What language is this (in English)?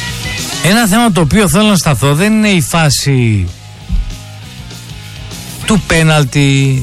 Greek